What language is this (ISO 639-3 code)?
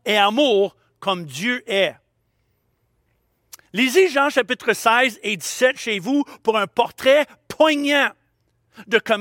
fra